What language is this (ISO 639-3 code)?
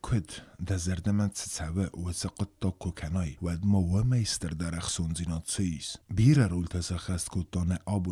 oss